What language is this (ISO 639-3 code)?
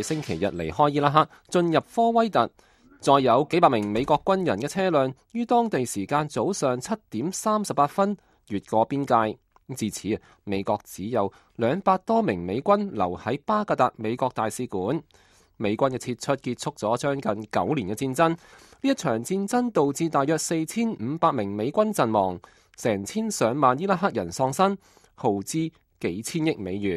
yue